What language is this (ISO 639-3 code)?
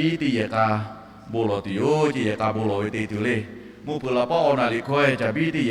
lhu